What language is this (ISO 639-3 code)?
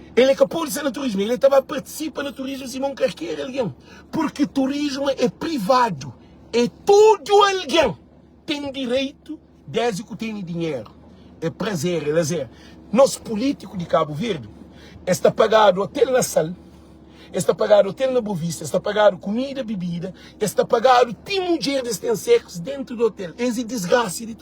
kea